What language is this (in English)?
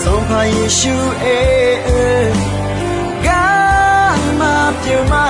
Akha